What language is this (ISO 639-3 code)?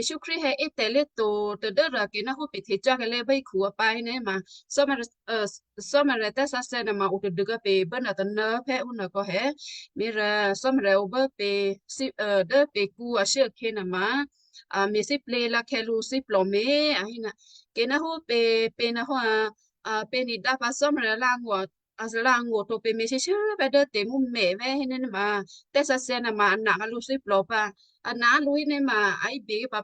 kyu